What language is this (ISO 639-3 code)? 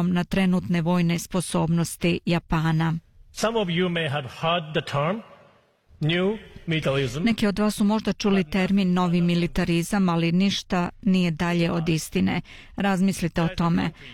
bos